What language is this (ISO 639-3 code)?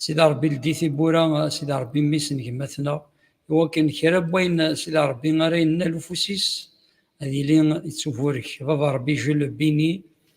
kab